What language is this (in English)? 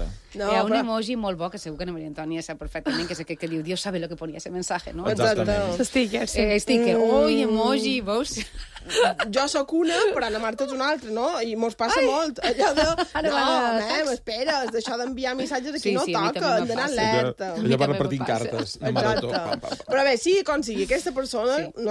Catalan